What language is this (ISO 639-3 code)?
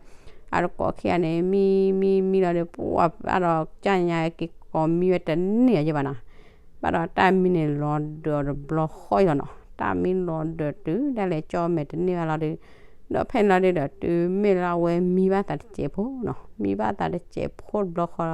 ksw